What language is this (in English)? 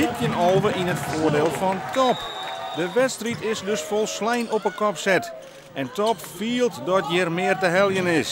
Western Frisian